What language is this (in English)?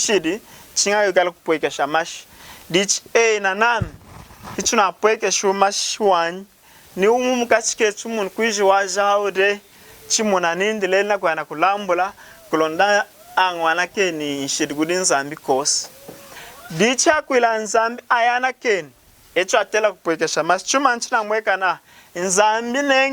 Lunda